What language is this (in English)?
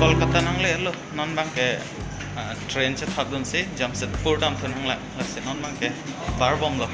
Karbi